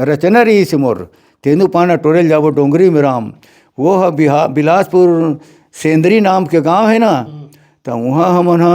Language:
Chhattisgarhi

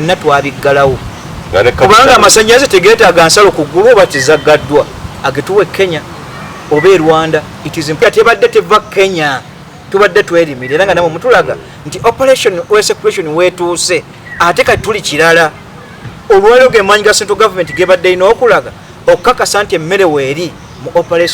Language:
Ganda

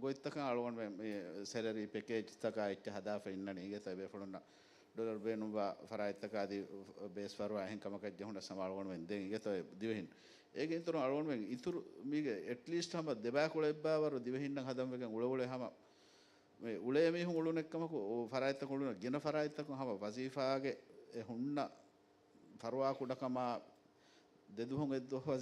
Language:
Divehi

